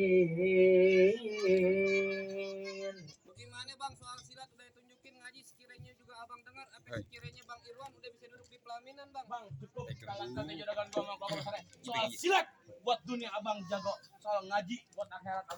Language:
Betawi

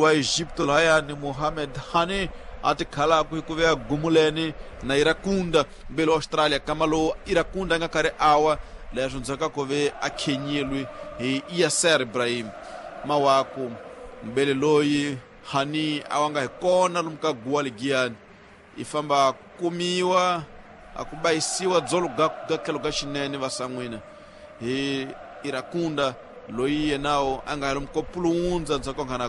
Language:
Tsonga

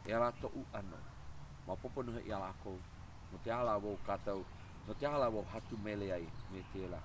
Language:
Hawaiian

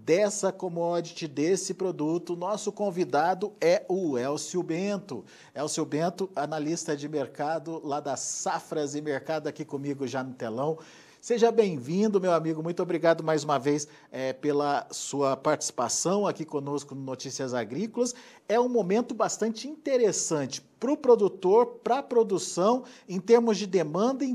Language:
Portuguese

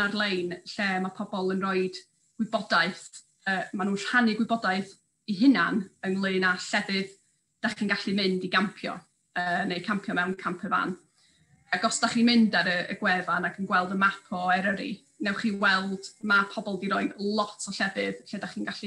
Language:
Welsh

